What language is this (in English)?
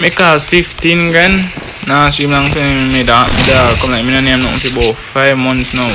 Jamaican Creole English